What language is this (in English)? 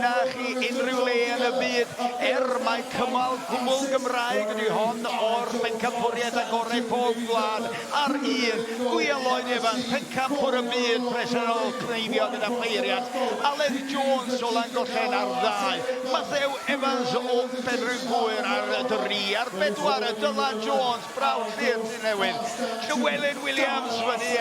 Welsh